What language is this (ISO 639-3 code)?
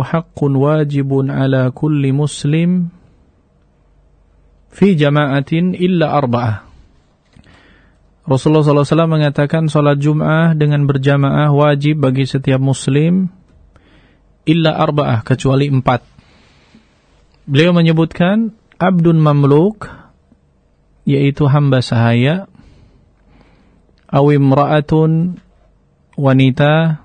ind